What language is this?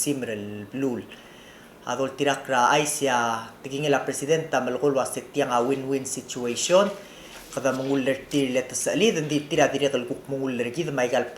Palauan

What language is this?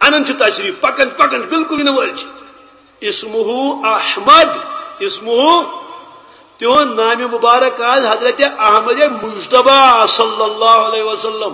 Kashmiri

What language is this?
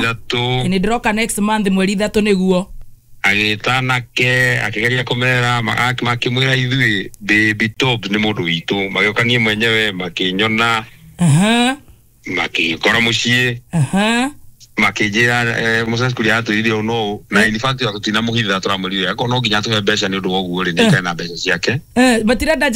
Kikuyu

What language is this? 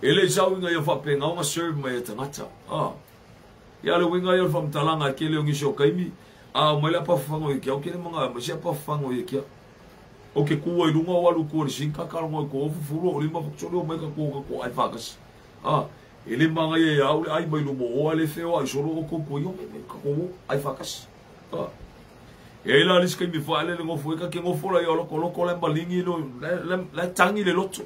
Samoan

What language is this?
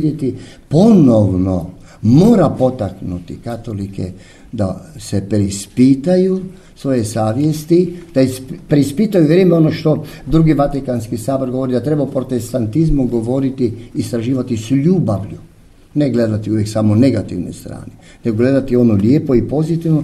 Croatian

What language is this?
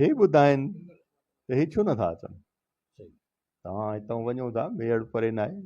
Sindhi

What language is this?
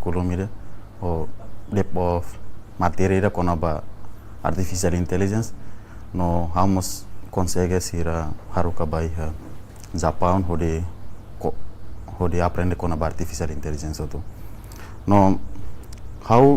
Tetum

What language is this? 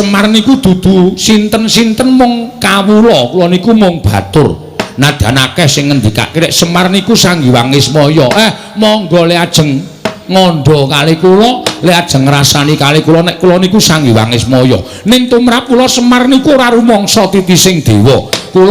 Javanese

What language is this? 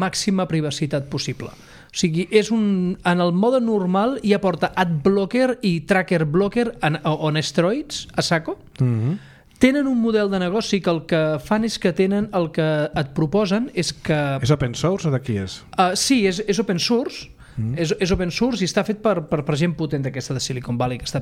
Catalan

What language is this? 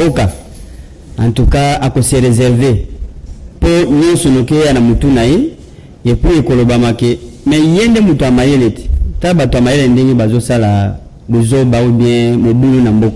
Lingala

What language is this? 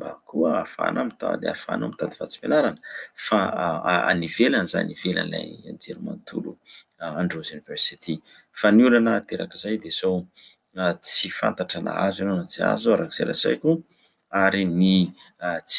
Malagasy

